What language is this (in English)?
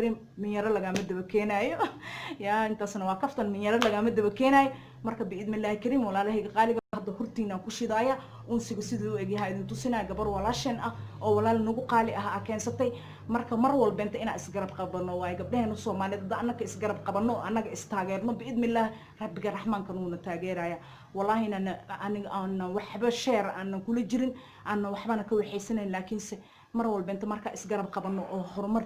Somali